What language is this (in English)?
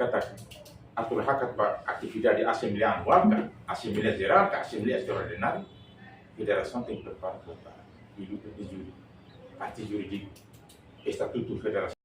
Tetum